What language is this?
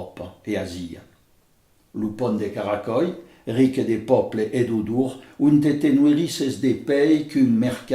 Occitan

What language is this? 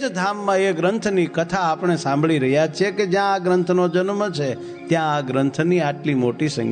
Gujarati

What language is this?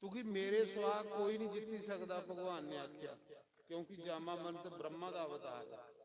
Dogri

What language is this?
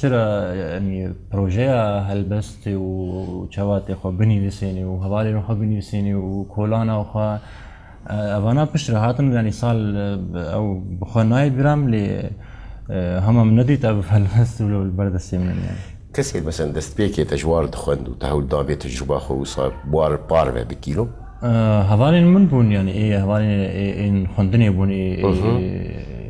Kurdish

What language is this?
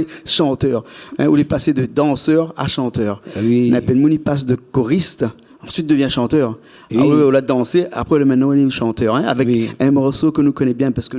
Réunion Creole French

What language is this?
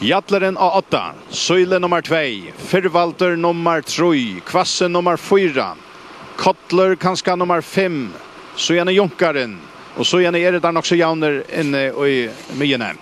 Faroese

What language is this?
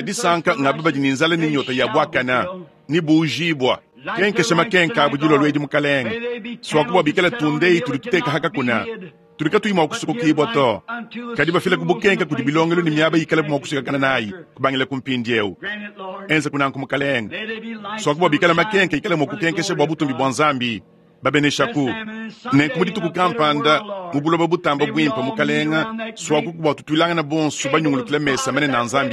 Luba-Lulua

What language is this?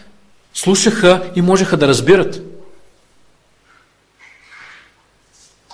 Bulgarian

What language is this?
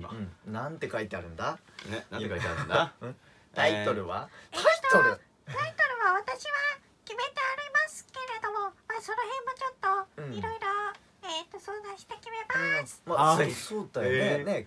Japanese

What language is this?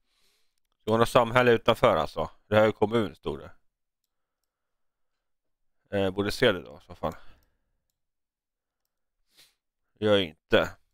Swedish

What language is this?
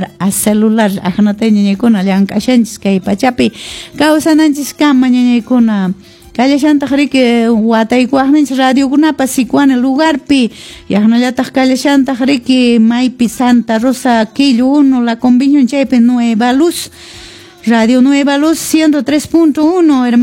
Quechua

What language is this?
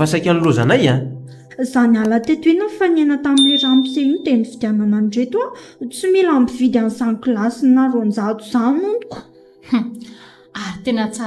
Malagasy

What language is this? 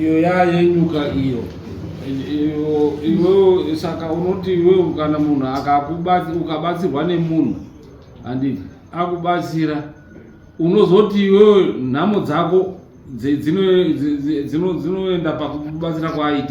Shona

